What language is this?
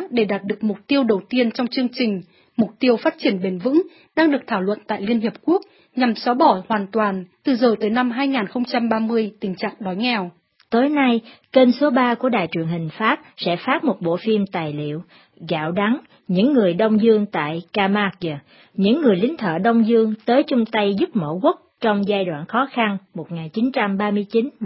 Vietnamese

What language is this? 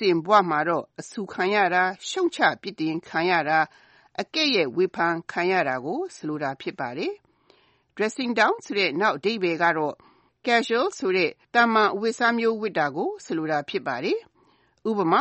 Burmese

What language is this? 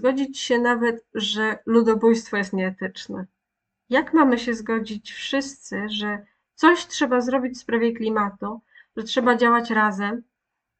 Polish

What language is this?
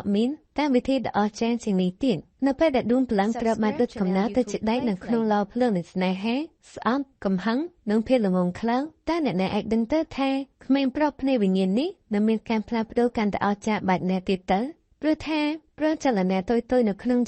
Khmer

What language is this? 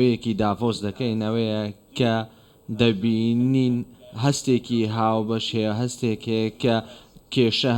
Central Kurdish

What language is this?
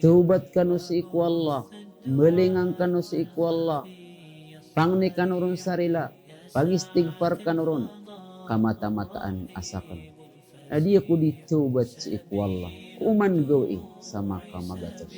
Maranao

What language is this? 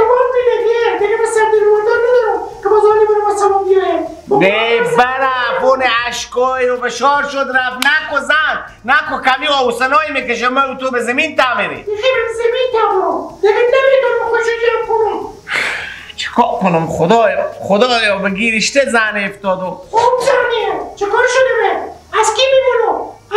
Persian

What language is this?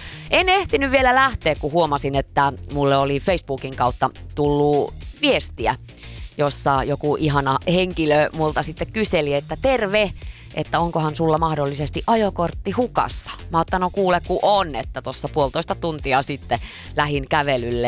Finnish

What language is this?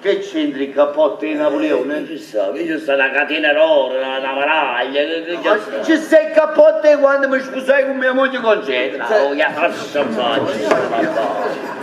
Neapolitan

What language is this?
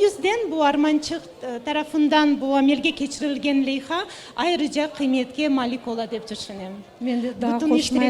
Crimean Tatar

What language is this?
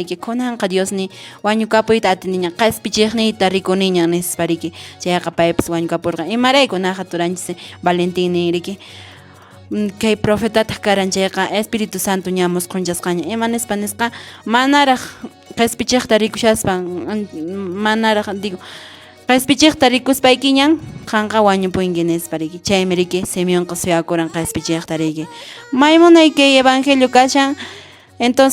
Quechua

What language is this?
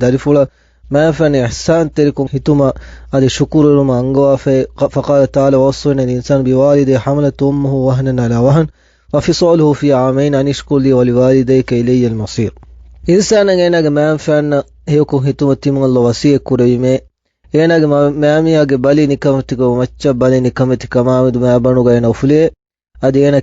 Divehi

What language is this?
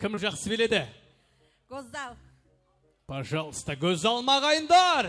Kara-Kalpak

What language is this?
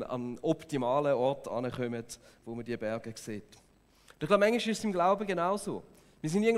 Swiss German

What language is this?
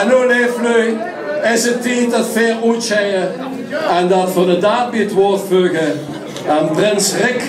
Limburgish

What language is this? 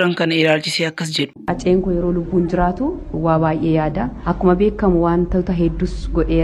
Oromo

